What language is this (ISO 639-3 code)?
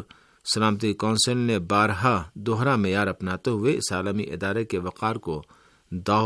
urd